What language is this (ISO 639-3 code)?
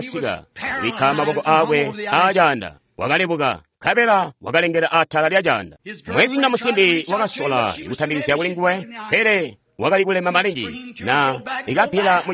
toi